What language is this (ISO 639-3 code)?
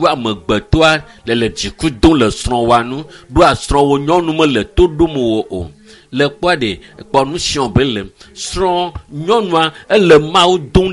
ewe